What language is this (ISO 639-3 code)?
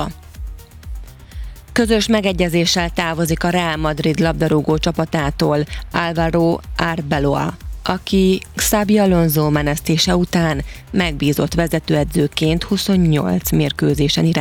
hun